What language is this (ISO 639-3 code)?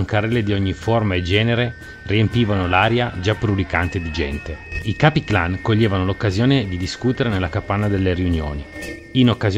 ita